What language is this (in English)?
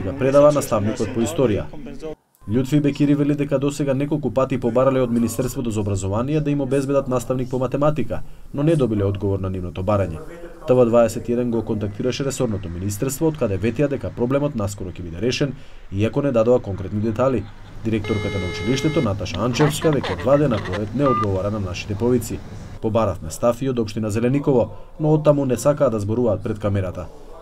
Macedonian